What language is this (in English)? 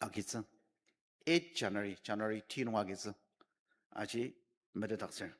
Ao Naga